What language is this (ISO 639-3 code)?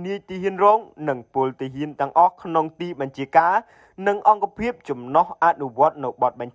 khm